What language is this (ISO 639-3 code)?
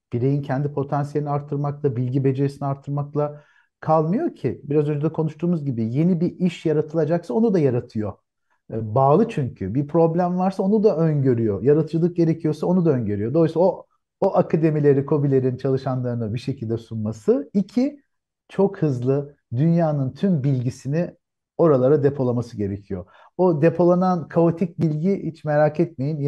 tur